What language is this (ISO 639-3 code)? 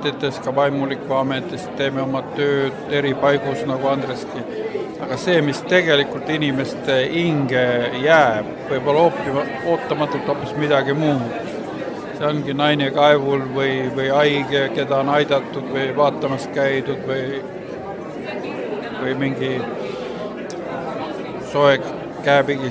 est